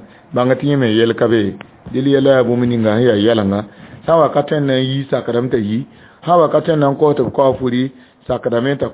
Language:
Mossi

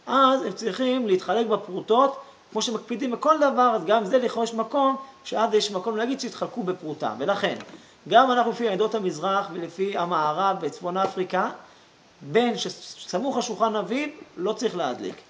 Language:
Hebrew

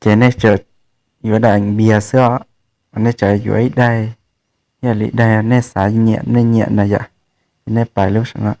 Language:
Hmong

